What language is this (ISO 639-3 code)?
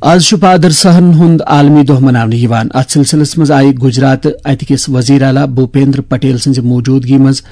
kas